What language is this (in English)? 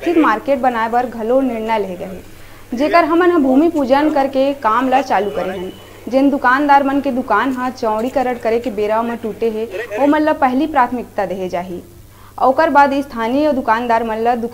Chhattisgarhi